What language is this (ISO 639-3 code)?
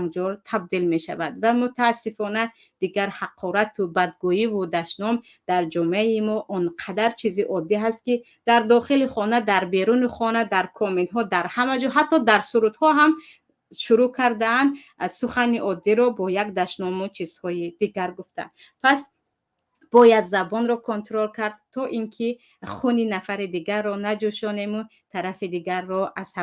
tgk